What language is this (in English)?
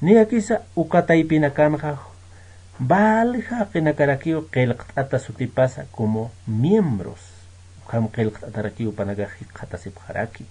Aymara